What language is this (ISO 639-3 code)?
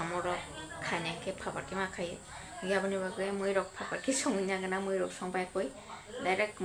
trp